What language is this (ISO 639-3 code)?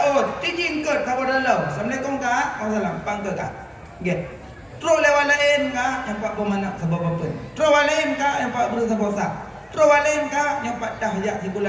ace